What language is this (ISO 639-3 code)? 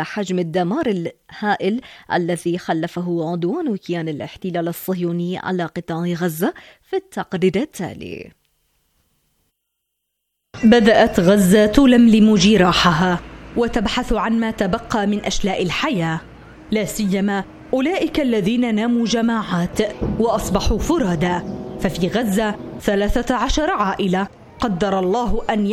ara